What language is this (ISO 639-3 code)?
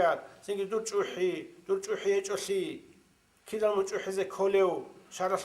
ava